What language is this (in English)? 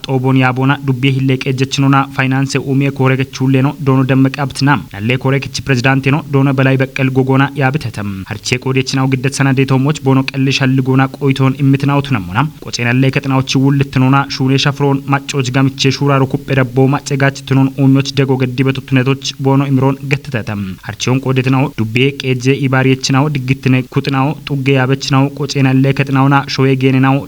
Kafa